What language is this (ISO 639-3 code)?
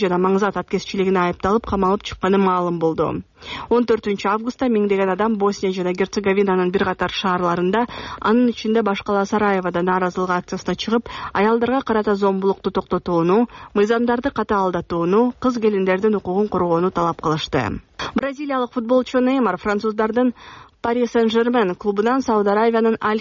kir